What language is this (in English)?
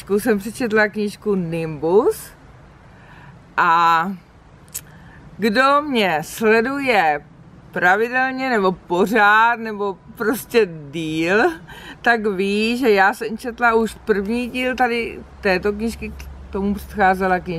Czech